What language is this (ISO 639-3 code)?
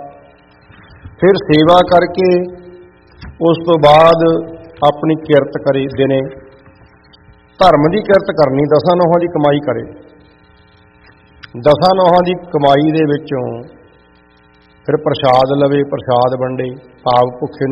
pan